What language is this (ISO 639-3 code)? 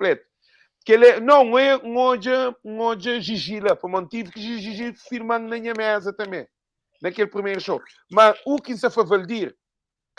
kea